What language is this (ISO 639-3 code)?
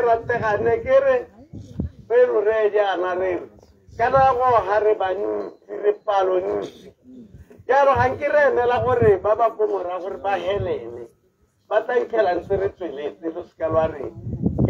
tsn